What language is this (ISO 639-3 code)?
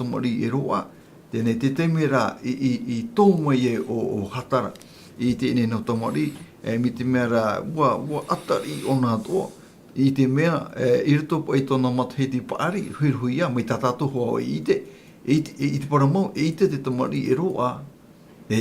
tah